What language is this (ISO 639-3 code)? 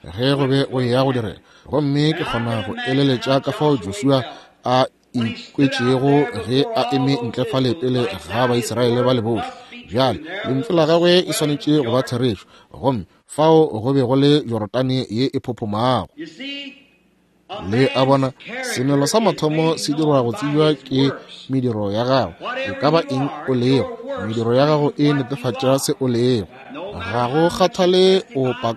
nso